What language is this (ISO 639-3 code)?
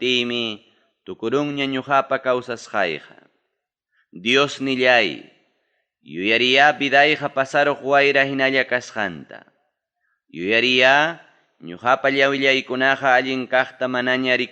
quy